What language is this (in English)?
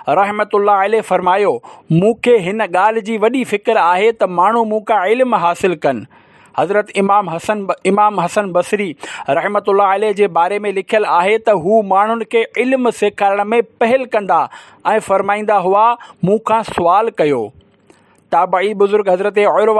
Sindhi